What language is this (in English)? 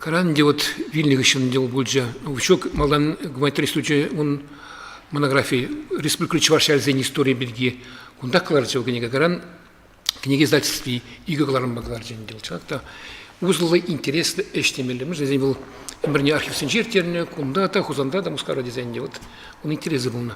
Chuvash